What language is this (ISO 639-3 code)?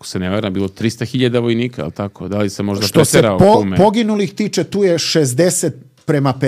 srp